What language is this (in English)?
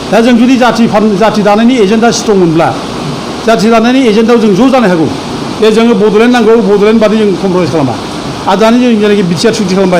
Bodo